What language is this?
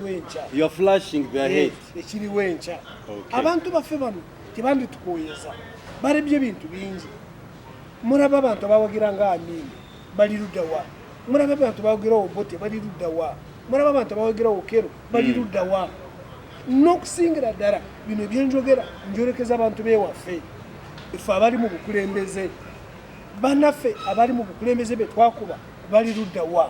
Ganda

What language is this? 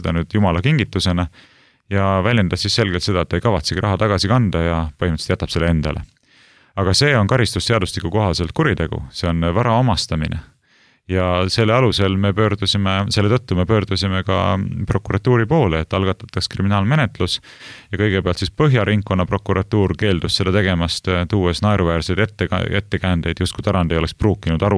Estonian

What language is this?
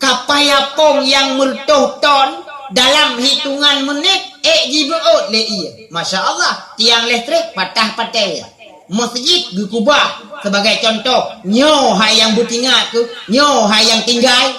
Achinese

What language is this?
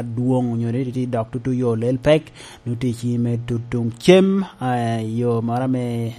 Lango (Uganda)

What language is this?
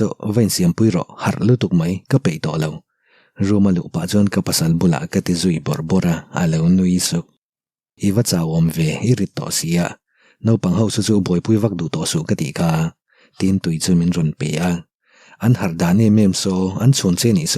Mizo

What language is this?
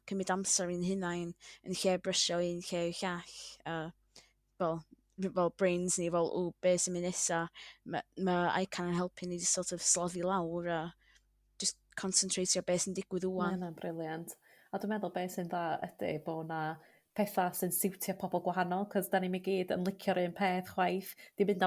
Welsh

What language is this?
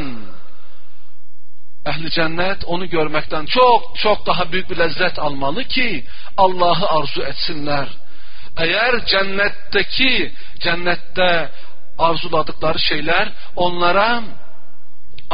Turkish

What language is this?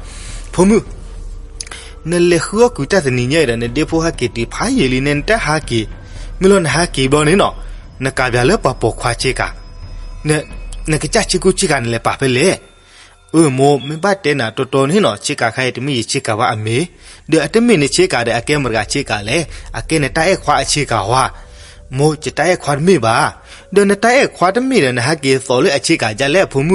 S'gaw Karen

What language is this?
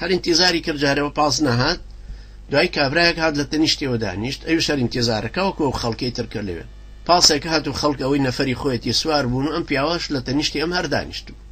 Central Kurdish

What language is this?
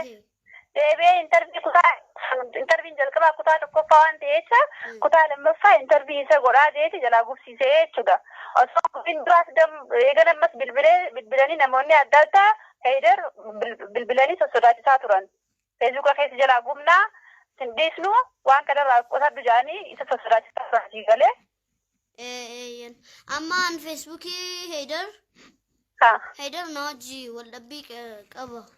Oromo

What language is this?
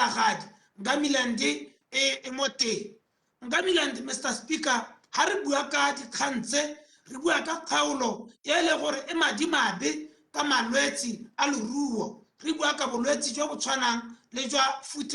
Tswana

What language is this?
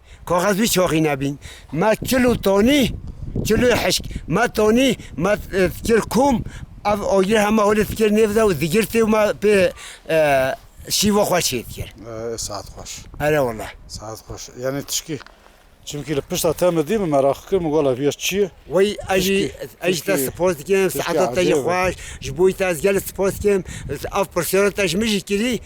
Kurdish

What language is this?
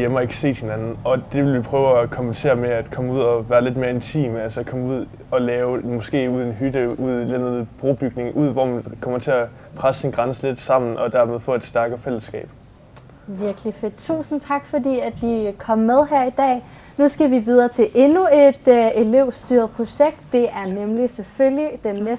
Danish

